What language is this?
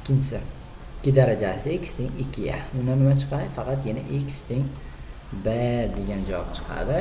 Uzbek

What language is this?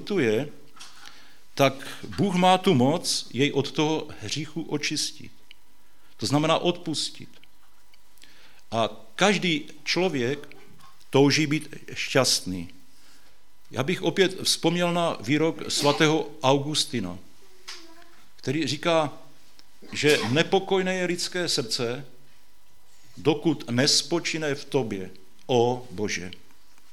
Czech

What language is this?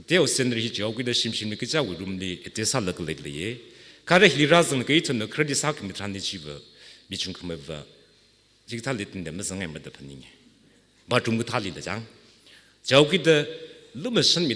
Tangkhul Naga (India)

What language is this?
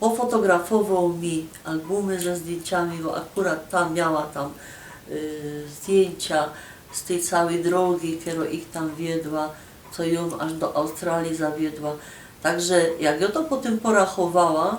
Silesian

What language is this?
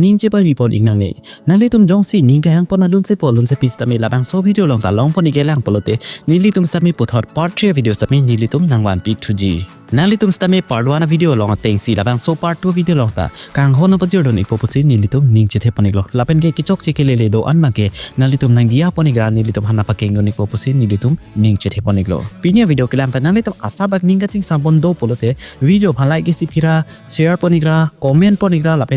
Karbi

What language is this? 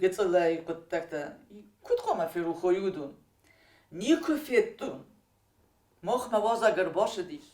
Ossetic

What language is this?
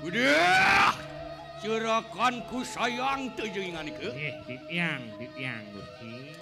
Balinese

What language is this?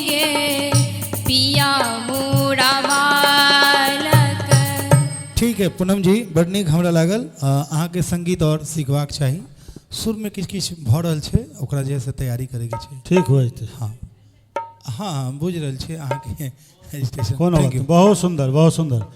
Maithili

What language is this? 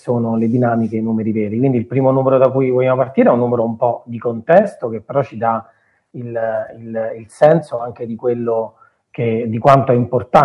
Italian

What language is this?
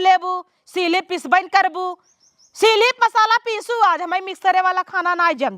Awadhi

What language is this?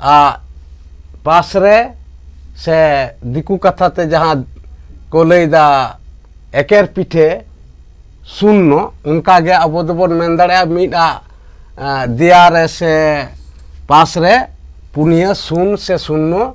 Santali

